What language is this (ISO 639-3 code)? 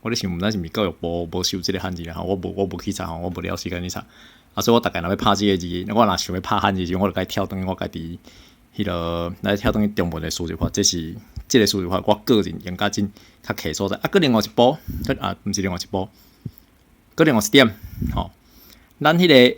nan